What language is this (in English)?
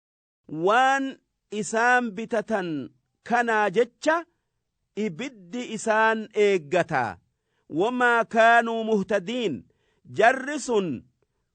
Oromo